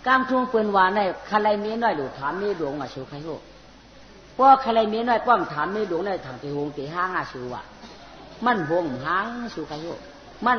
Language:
Shan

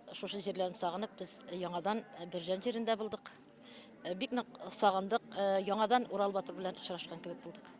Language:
Bashkir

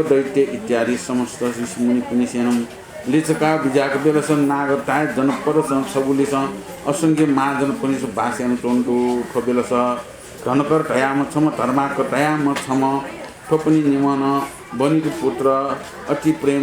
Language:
Newari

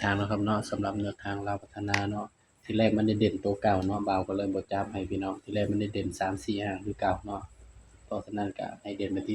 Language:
Northeastern Thai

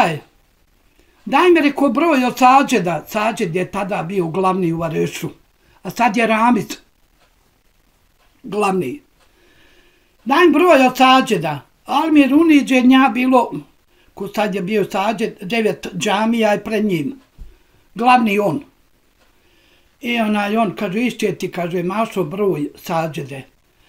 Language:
Bosnian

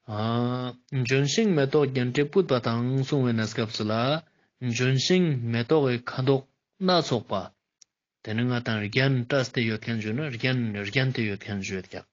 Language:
Ladakhi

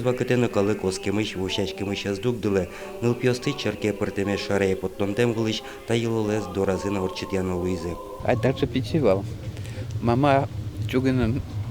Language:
Udmurt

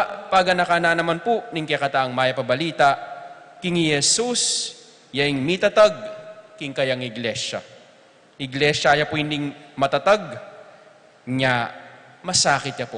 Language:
Pampanga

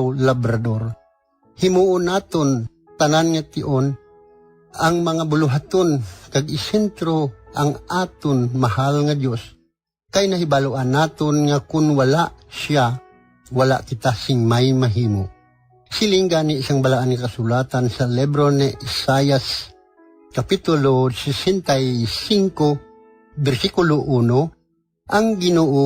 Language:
Hiligaynon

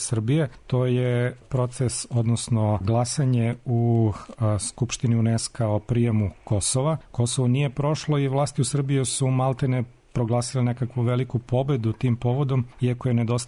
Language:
Serbian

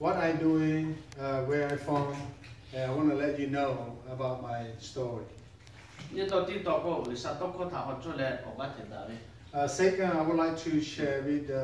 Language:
Lahu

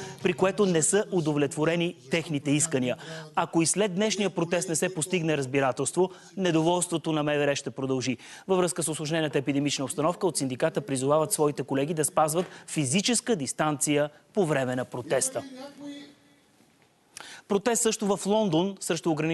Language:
Bulgarian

